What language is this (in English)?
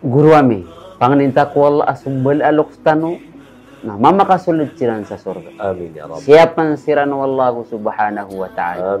Maranao